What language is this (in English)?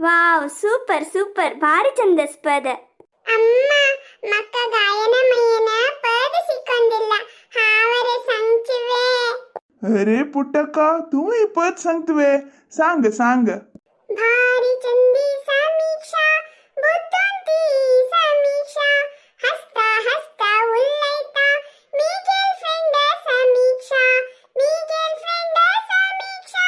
Konkani